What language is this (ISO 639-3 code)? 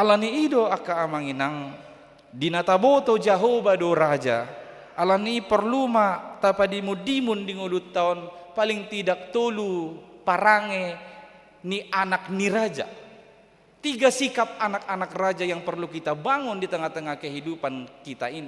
bbc